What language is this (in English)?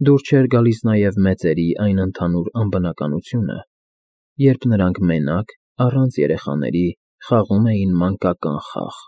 Armenian